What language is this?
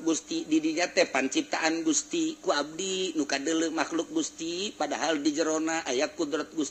Sundanese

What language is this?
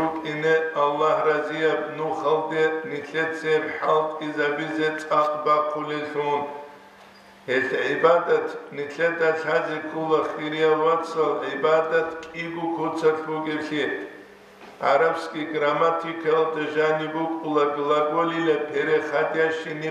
Avaric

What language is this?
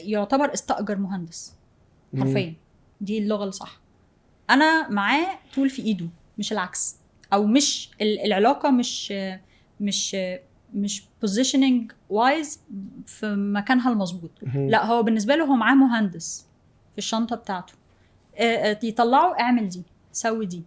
Egyptian Arabic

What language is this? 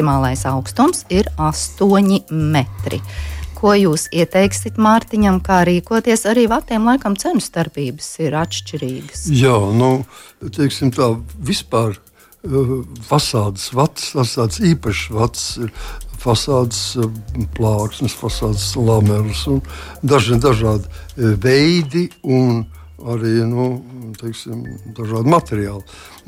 Latvian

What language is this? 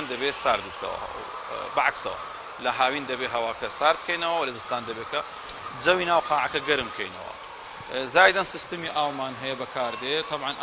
Central Kurdish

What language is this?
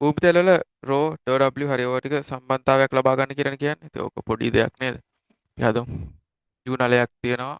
Sinhala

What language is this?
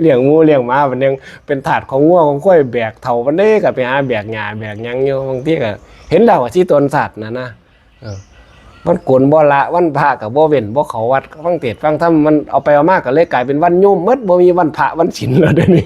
Northeastern Thai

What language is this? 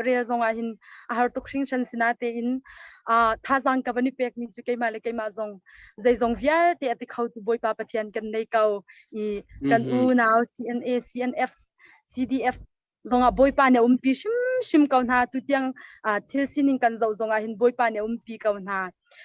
Hakha Chin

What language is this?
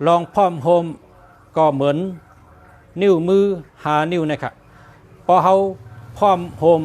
Shan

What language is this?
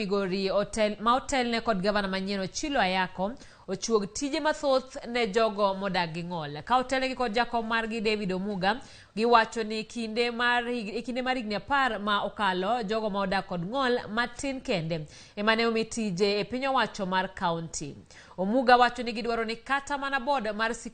Luo (Kenya and Tanzania)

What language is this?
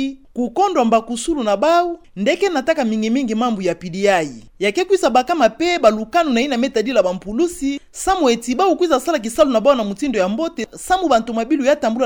Kituba (Democratic Republic of Congo)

